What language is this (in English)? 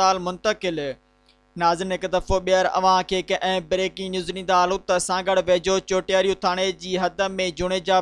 Sindhi